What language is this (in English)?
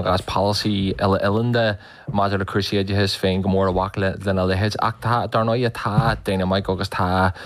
Irish